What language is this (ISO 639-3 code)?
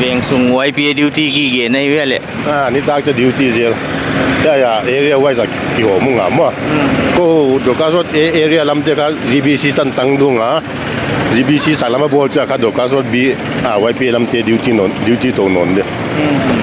pck